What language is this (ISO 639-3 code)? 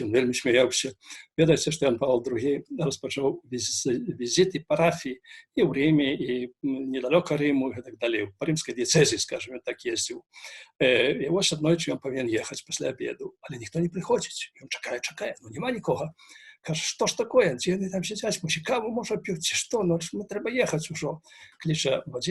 bel